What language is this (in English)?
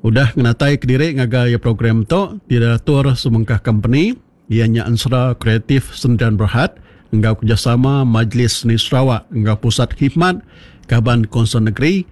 Iban